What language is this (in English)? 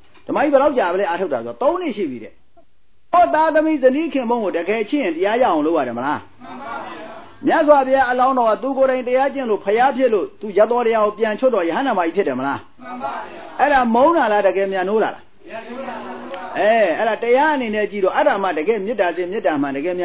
Burmese